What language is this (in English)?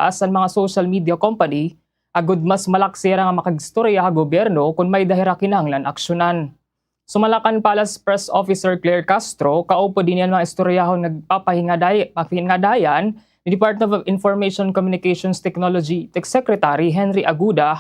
Waray